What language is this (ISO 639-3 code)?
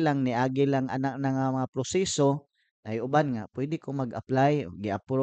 ceb